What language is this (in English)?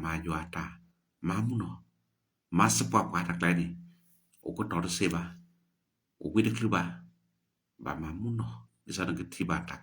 S'gaw Karen